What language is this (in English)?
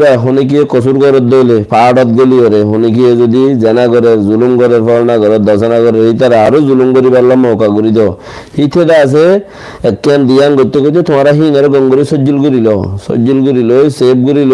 Rohingya